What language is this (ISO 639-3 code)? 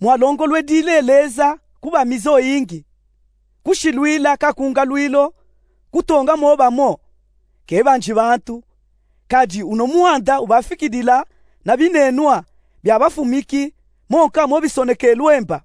lub